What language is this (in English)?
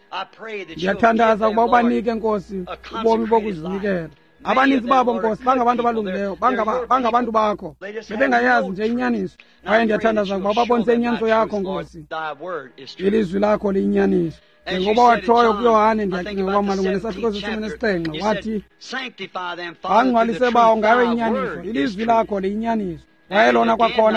Xhosa